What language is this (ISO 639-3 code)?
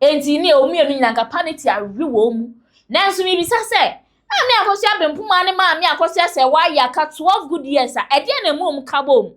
aka